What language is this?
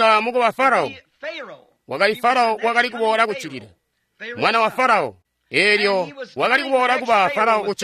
Tonga (Zambia)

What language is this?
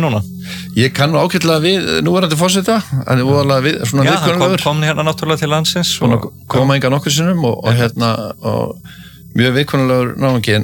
Icelandic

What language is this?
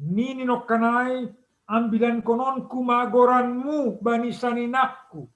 Batak Simalungun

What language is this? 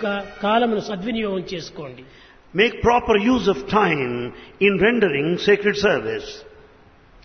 Telugu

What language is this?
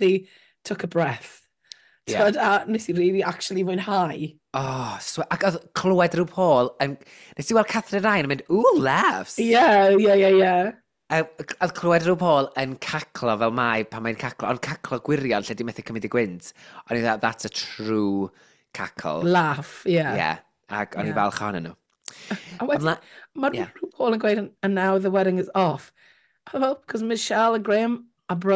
Welsh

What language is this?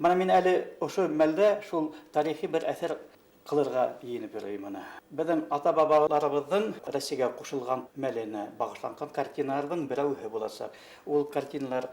Bashkir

